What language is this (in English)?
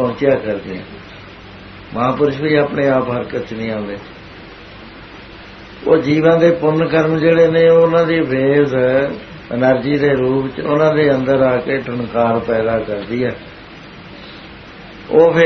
Punjabi